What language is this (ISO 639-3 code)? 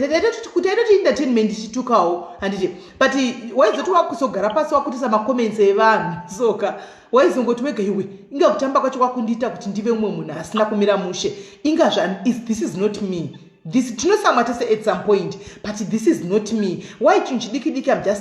sna